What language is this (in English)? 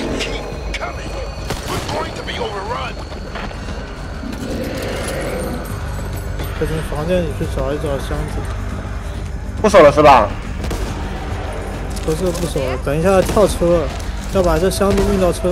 Chinese